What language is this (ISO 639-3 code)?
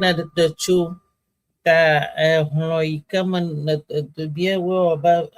ewe